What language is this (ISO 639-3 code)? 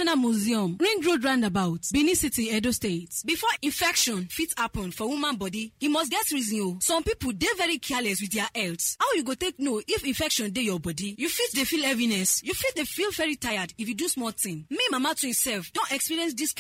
pcm